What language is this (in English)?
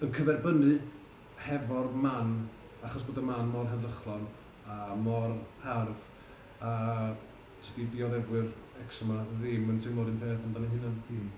Welsh